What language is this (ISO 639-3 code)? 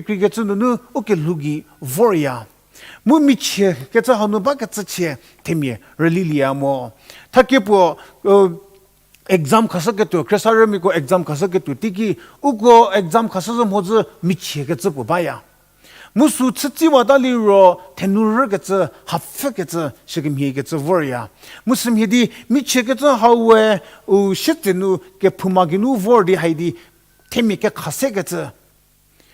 njm